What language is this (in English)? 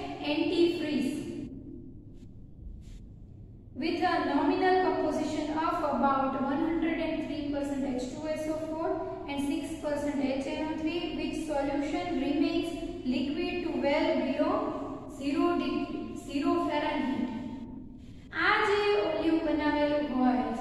Gujarati